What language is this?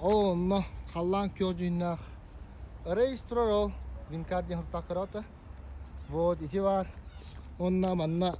Yakut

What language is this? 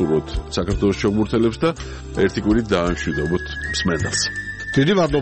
Georgian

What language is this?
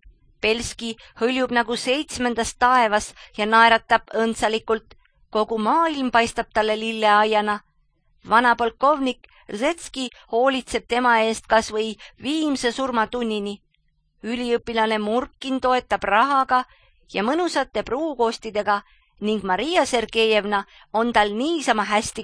Estonian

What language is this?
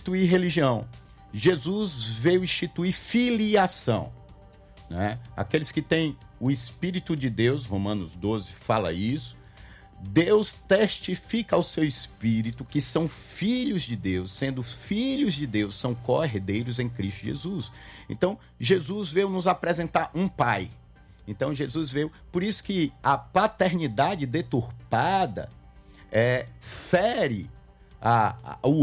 Portuguese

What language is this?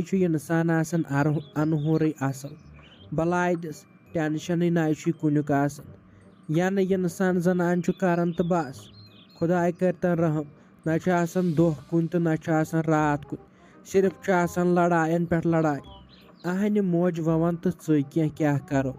Kashmiri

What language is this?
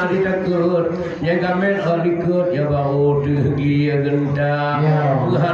Achinese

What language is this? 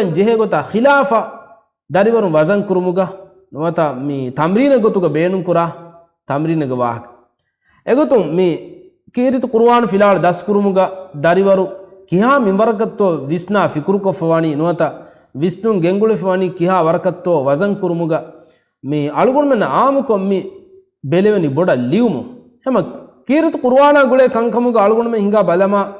Divehi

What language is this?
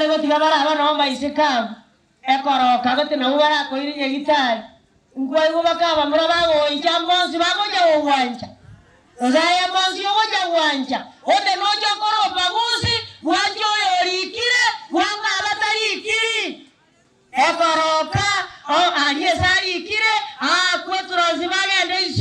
Gusii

